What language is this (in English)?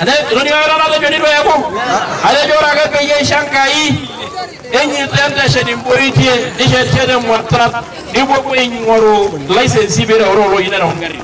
Masai